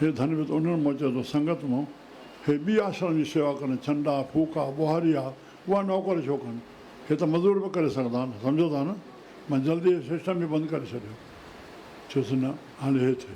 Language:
Sindhi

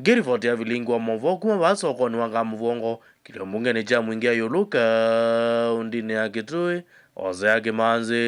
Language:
Kamba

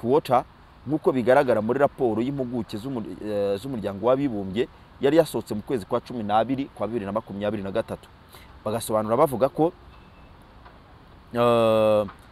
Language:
Kinyarwanda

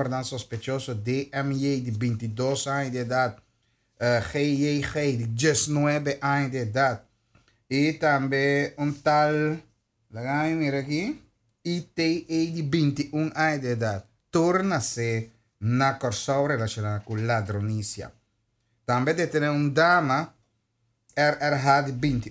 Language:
Papiamento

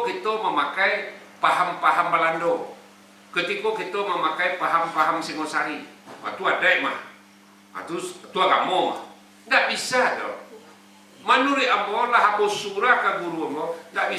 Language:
Minangkabau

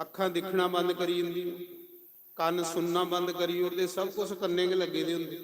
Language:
Dogri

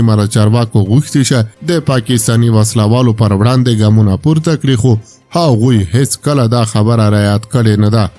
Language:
Pashto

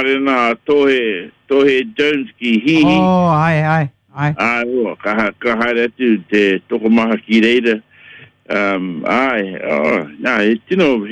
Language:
Māori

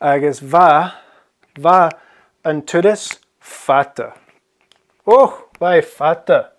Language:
Scottish Gaelic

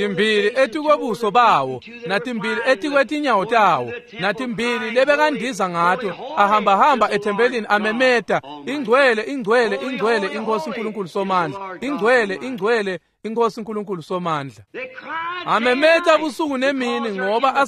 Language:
Swati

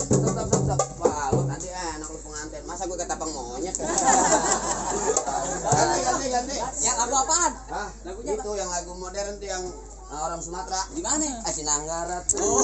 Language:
Betawi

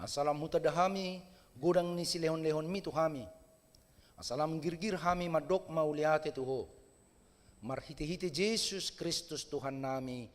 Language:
Batak Toba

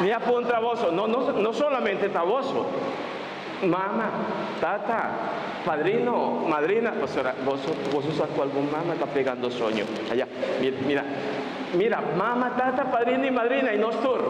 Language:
Papiamento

